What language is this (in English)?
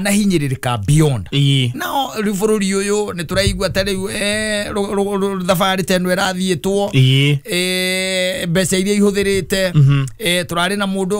Kikuyu